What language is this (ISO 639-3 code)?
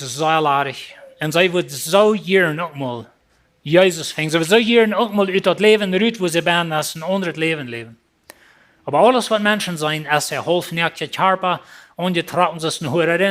pdt